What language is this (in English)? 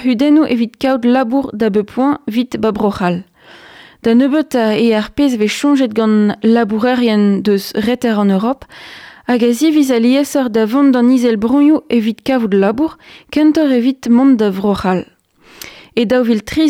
Breton